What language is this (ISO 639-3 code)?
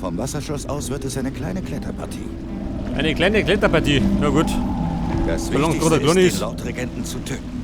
bar